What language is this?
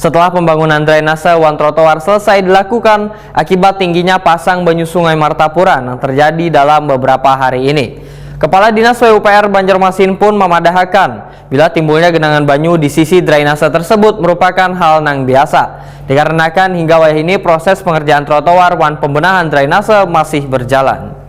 Banjar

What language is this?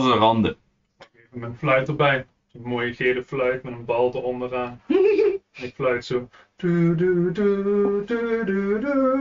Dutch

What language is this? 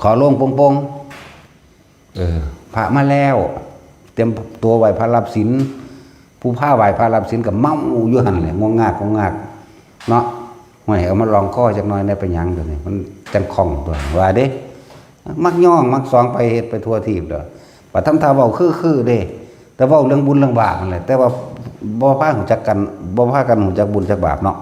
Northeastern Thai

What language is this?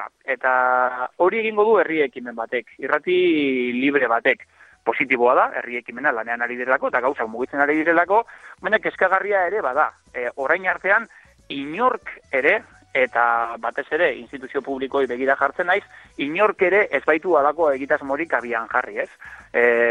Basque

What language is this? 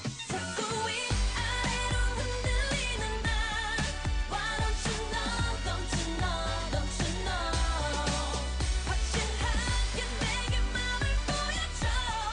Korean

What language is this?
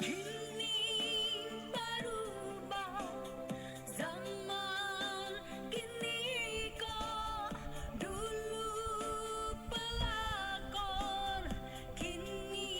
Minangkabau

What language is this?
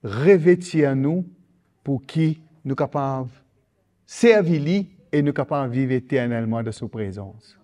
Morisyen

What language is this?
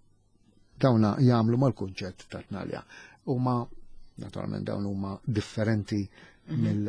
Maltese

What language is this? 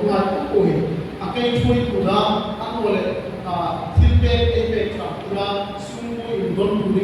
Hmar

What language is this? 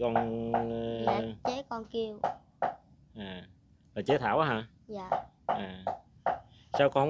Vietnamese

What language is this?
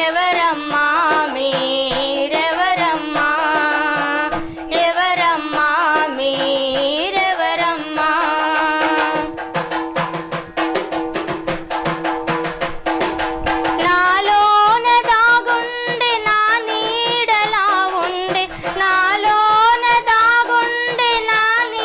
Telugu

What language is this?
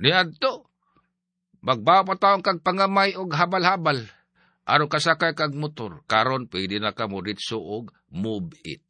Cebuano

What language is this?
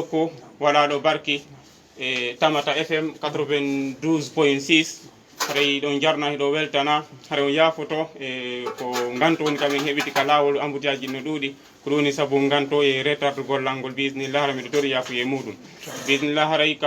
Fula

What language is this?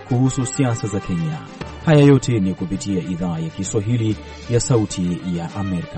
Swahili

